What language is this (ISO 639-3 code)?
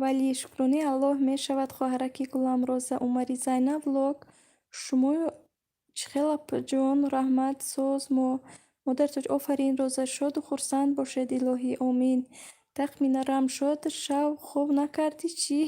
tgk